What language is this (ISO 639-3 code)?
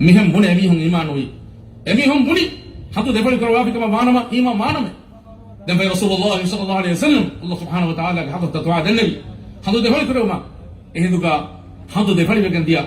div